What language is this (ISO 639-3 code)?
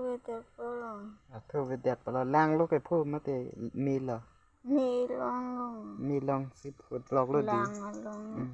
mjw